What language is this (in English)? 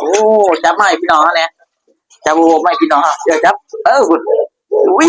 Northeastern Thai